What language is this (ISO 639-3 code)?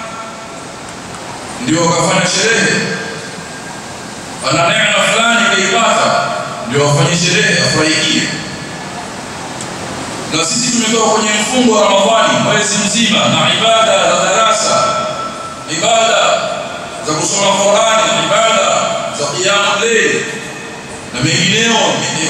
swa